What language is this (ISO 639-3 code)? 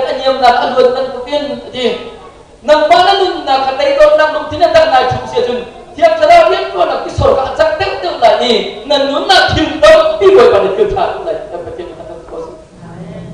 cnh